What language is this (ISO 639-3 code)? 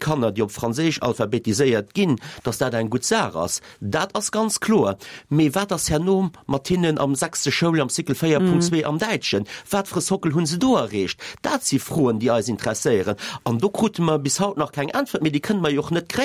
ltz